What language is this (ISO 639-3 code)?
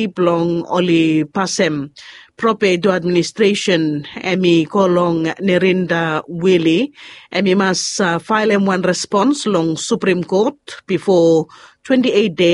bis